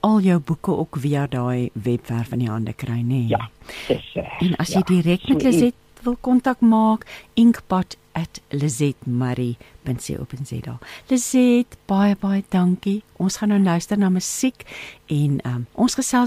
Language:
Afrikaans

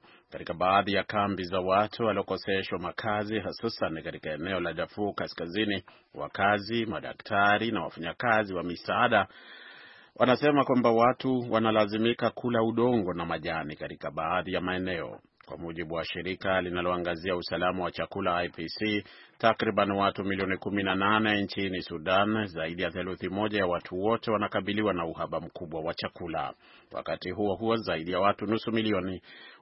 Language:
Swahili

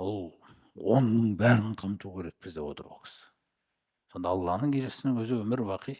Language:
Kazakh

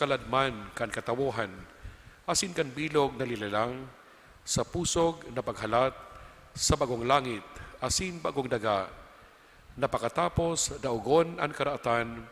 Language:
Bikol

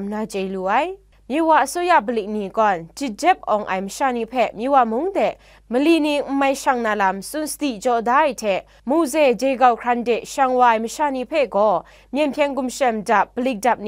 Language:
Kachin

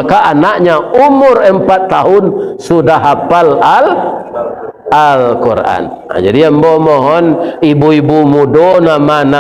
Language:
Minangkabau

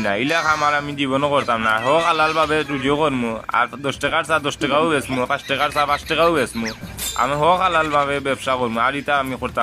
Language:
Sylheti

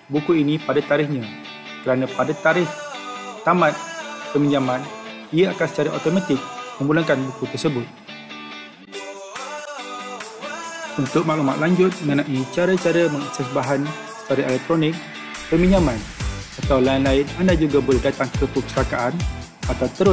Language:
Malay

